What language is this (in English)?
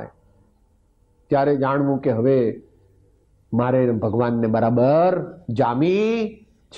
Gujarati